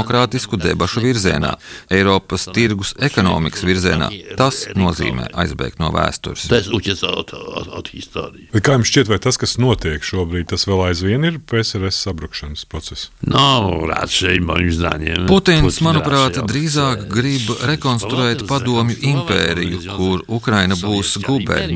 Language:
Latvian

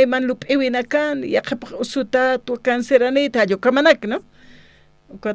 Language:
Aymara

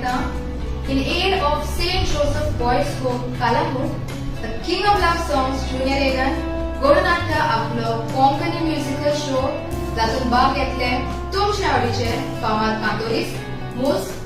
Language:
Konkani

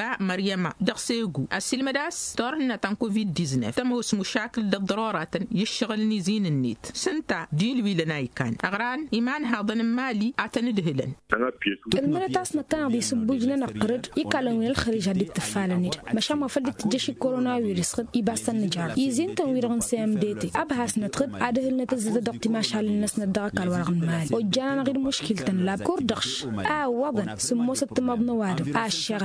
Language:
Tamasheq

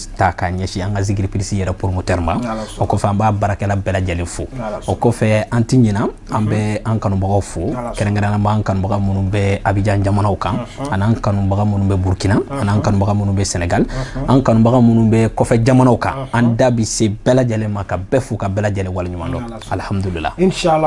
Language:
Bambara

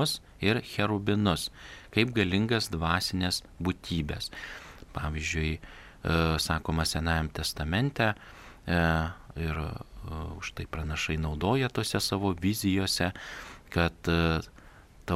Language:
Lithuanian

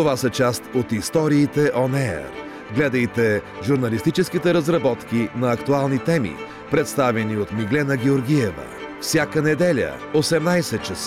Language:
Bulgarian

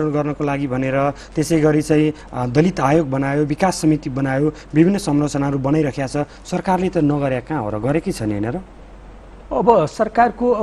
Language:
Nepali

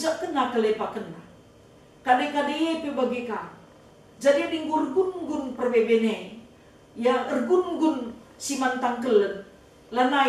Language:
Batak Karo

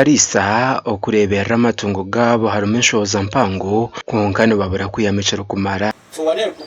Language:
Nyankole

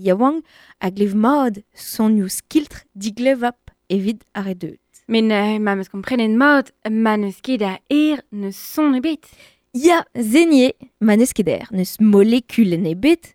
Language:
Breton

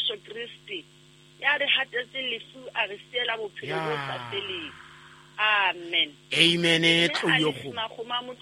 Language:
Southern Sotho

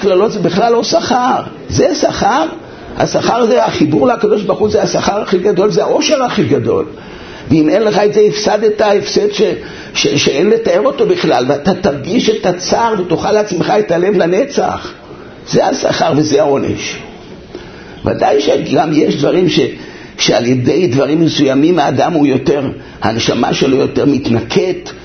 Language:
Hebrew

